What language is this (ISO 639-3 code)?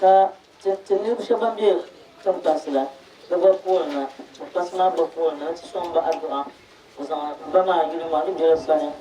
dag